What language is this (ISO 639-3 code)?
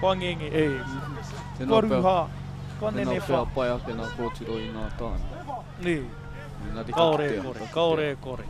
mri